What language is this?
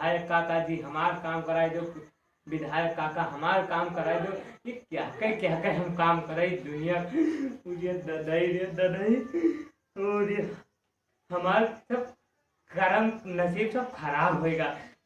Awadhi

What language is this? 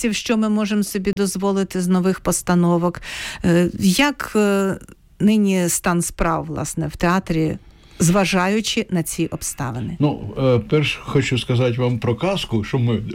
Ukrainian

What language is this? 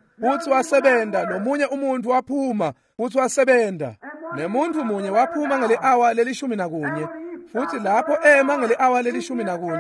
Swati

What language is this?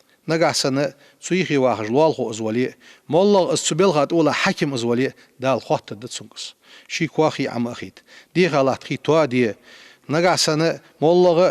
Ingush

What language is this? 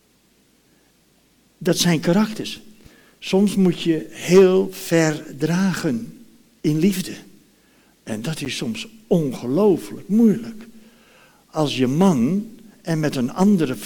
Dutch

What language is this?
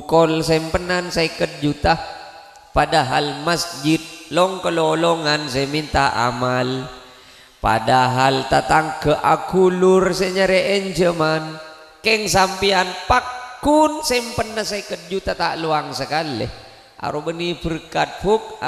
Madurese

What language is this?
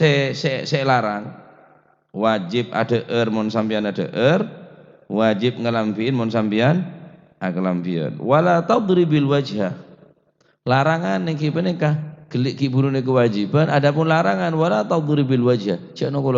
Madurese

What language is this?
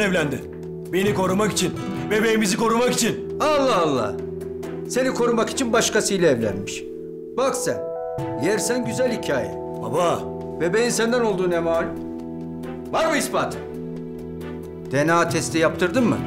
Turkish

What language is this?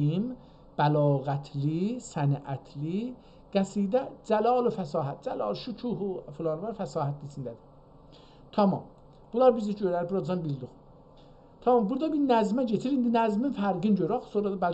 South Azerbaijani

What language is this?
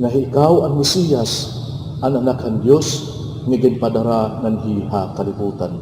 Waray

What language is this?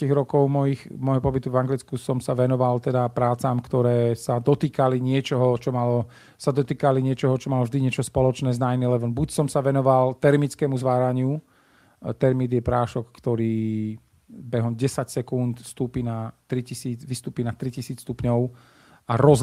Slovak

